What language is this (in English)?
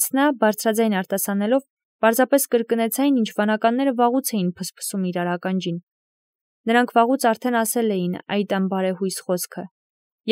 Armenian